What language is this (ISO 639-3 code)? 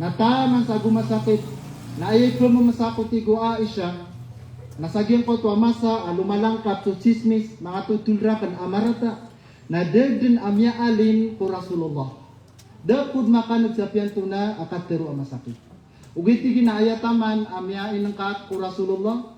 mrw